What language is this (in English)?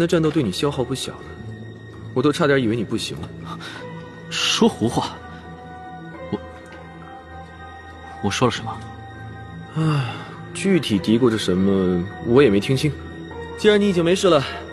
Chinese